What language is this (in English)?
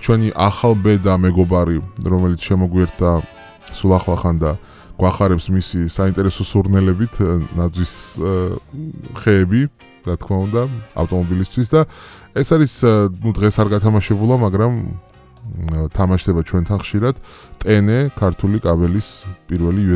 Georgian